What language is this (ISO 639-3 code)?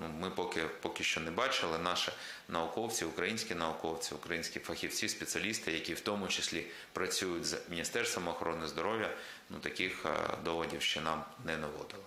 crh